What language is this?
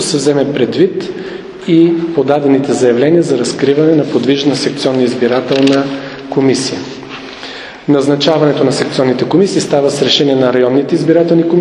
Bulgarian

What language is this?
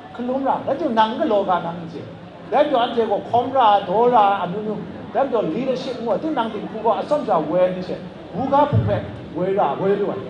Kachin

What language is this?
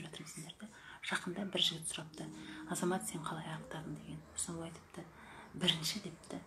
Kazakh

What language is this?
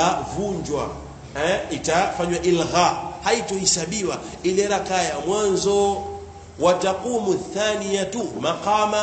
Swahili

